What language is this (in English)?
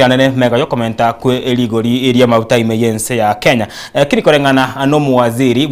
Gusii